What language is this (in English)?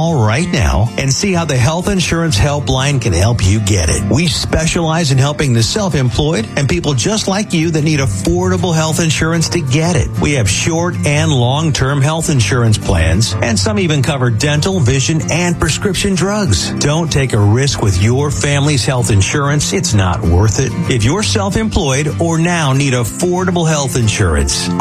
English